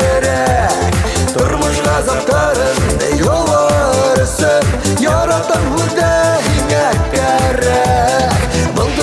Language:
Bashkir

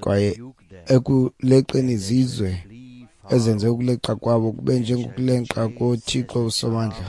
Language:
Xhosa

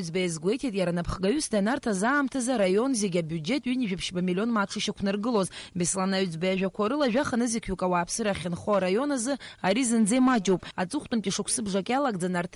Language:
Abkhazian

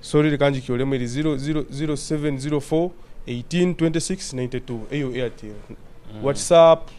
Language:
Nyoro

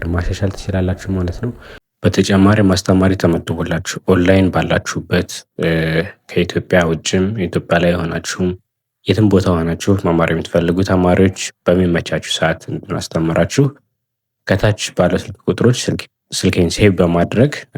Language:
Amharic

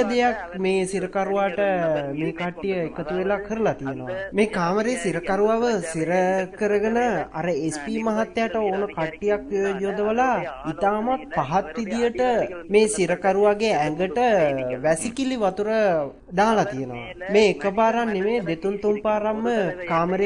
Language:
Sinhala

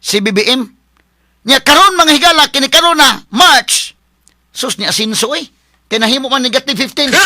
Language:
Cebuano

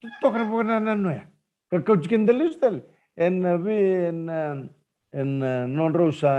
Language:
Fijian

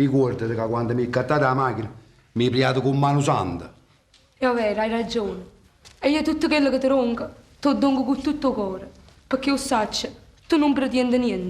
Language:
Neapolitan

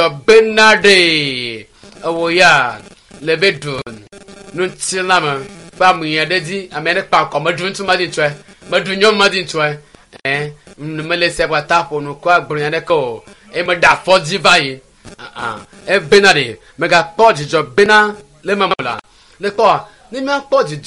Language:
Ewe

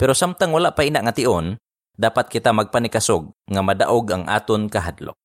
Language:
Hiligaynon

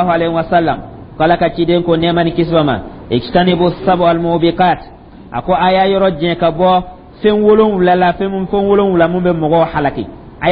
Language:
Dyula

